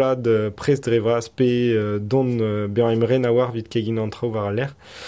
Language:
Breton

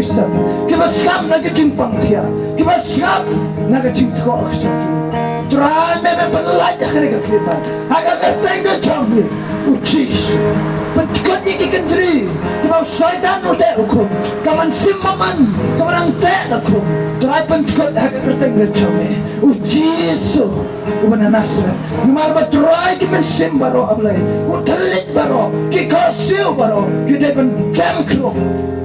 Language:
Khasi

